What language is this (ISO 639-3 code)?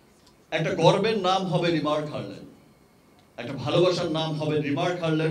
ben